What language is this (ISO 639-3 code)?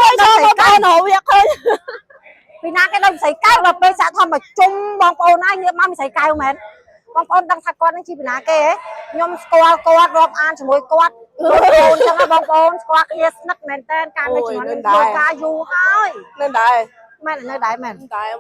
khm